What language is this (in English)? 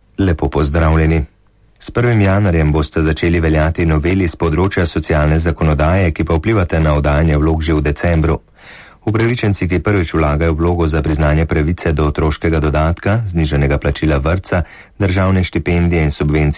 Slovenian